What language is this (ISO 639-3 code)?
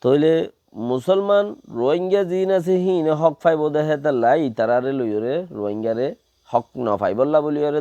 rhg